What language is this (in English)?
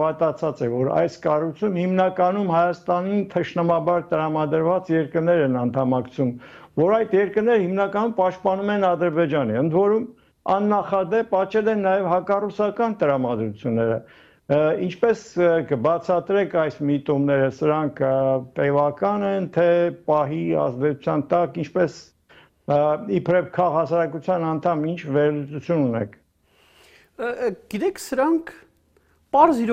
Armenian